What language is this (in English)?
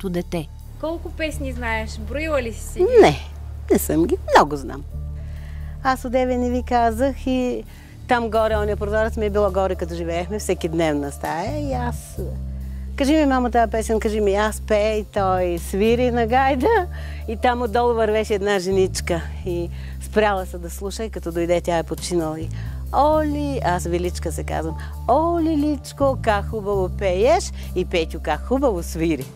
Bulgarian